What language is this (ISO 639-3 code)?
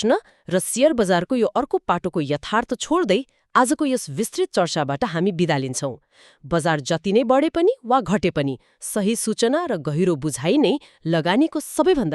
nep